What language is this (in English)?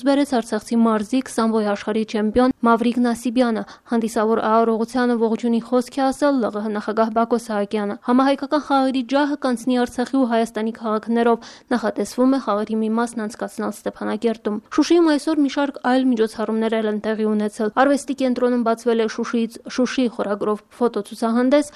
Armenian